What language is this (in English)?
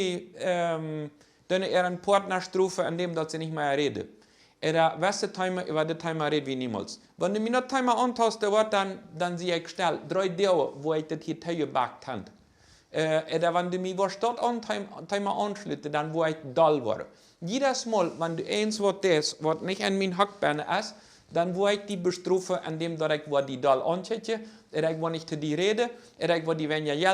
Plautdietsch